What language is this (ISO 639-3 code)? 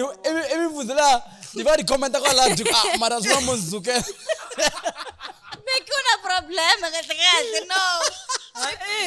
tso